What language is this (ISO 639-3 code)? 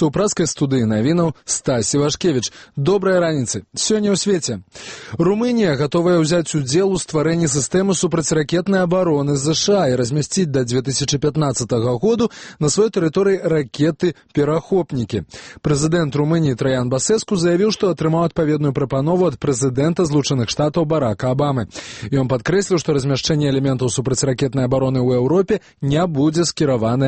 bel